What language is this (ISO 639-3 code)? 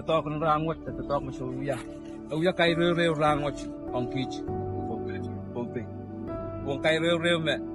pon